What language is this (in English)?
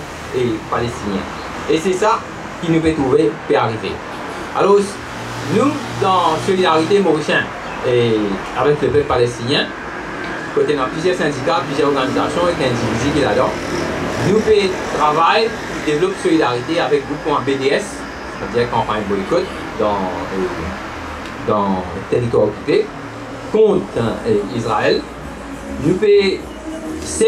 Morisyen